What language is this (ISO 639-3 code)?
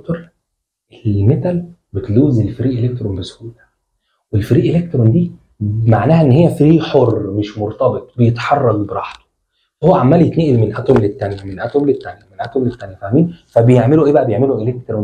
arz